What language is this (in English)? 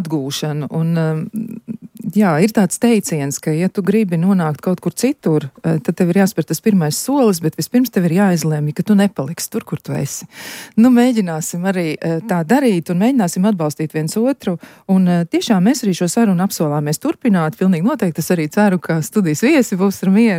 Latvian